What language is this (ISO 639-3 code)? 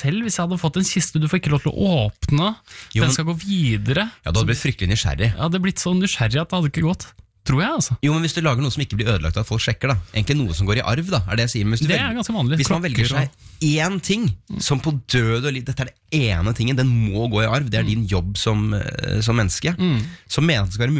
nor